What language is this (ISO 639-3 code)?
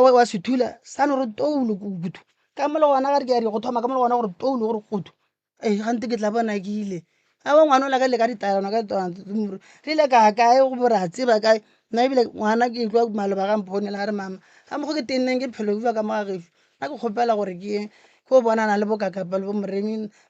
nso